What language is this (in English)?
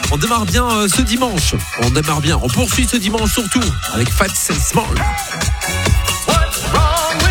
French